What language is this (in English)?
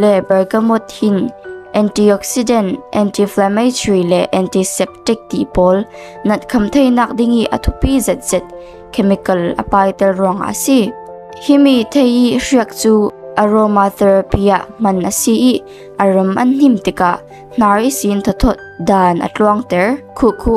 Falam Chin